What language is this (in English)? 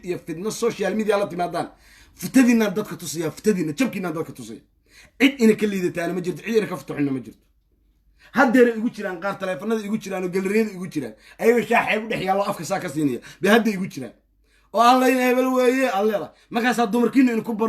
Somali